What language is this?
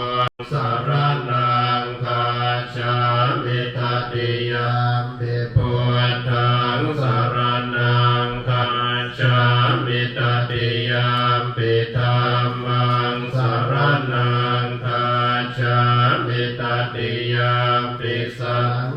Pali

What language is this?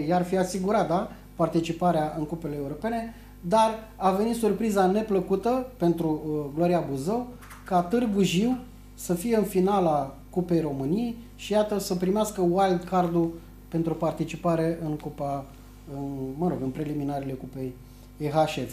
Romanian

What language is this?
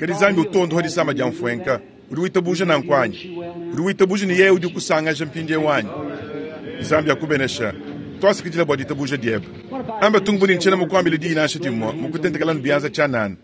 Luba-Lulua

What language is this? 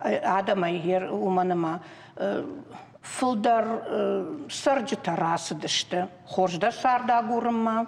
Ossetic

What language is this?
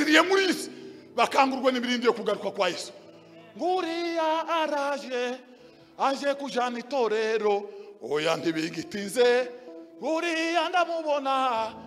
Kinyarwanda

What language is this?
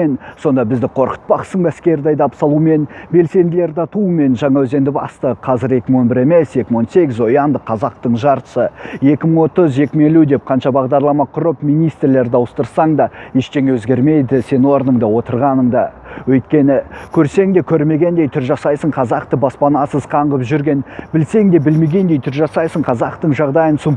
Kazakh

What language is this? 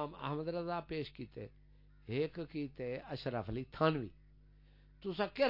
Saraiki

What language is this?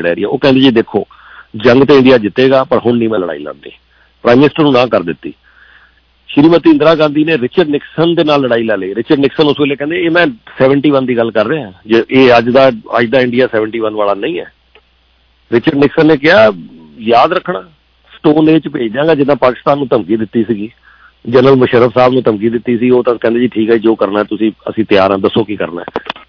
Punjabi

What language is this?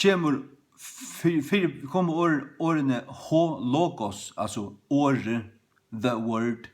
Faroese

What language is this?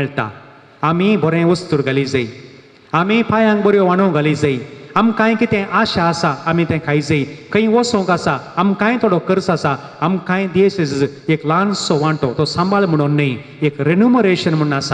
Konkani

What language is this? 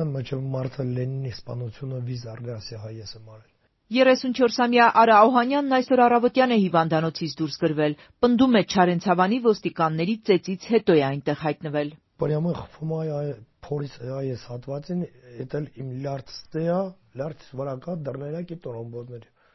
Armenian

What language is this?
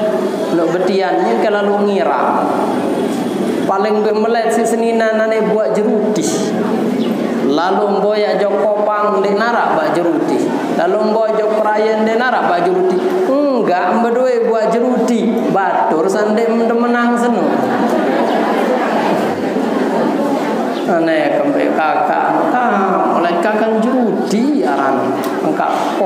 Sasak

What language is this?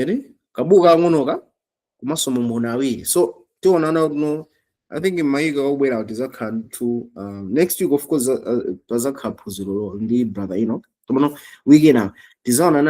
Nyanja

